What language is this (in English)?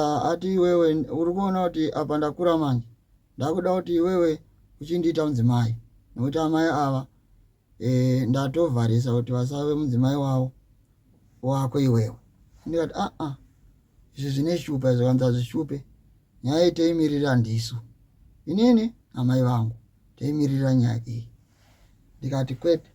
Shona